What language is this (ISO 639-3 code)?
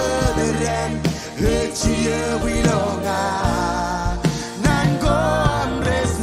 mah